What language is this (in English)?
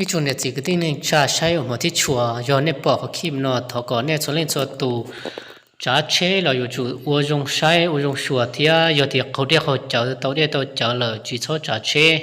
Hmong